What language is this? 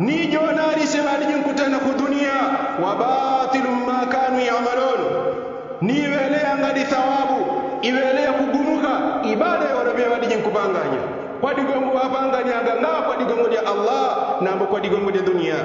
Yao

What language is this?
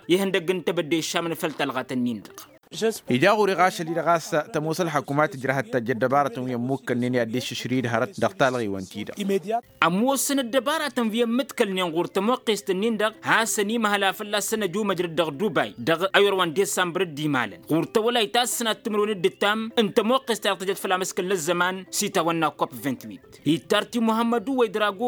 Tamasheq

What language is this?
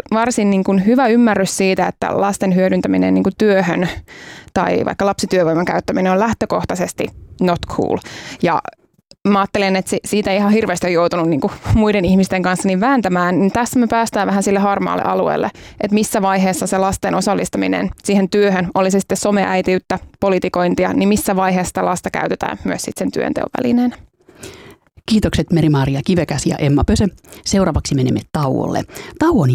Finnish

